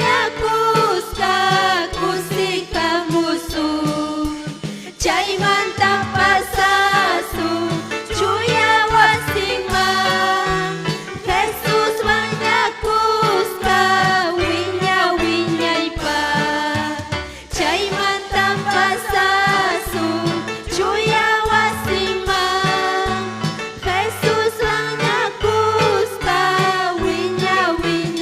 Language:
Ayacucho Quechua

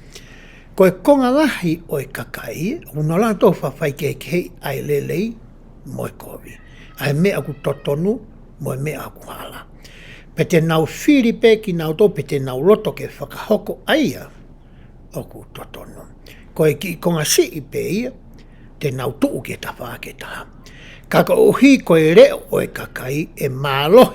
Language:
Tongan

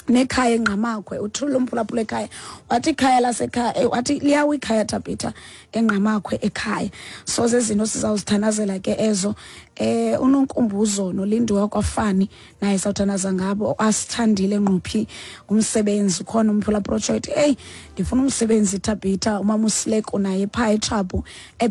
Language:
Xhosa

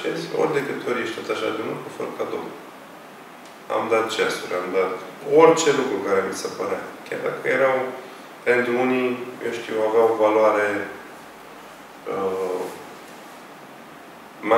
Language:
Romanian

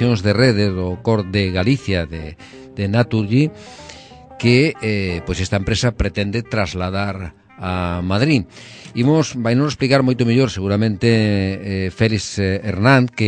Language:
Galician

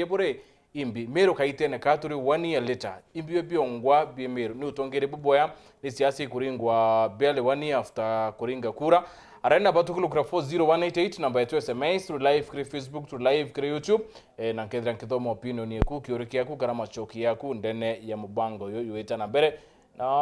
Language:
Meru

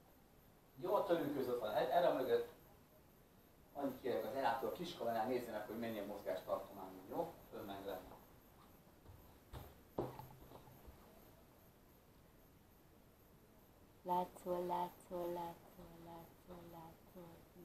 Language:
Hungarian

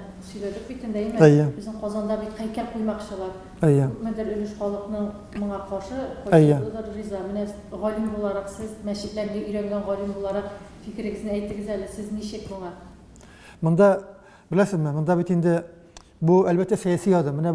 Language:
Tatar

